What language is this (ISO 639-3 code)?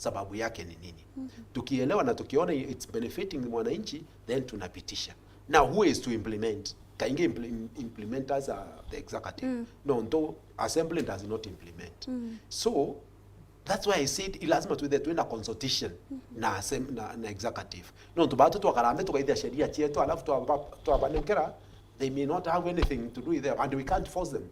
mer